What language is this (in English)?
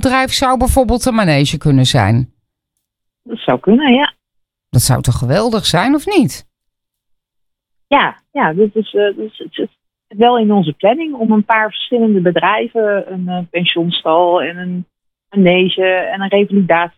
Dutch